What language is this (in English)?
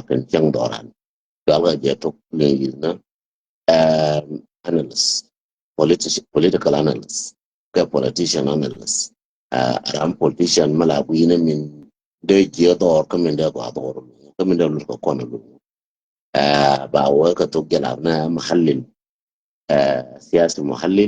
Nuer